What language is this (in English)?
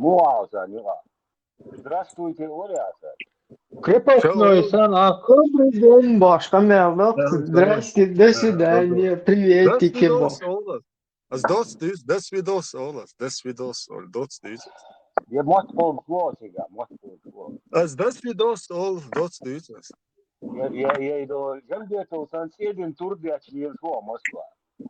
Chechen